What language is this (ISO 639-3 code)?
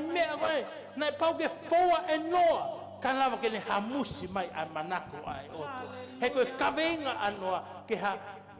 ton